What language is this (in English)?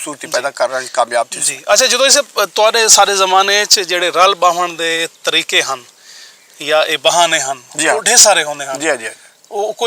Saraiki